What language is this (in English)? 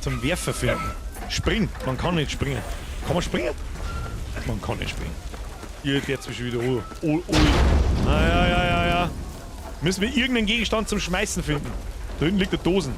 Bavarian